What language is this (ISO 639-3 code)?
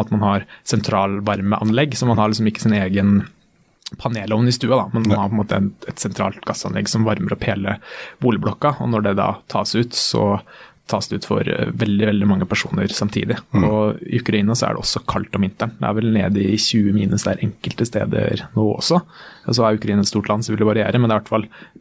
nor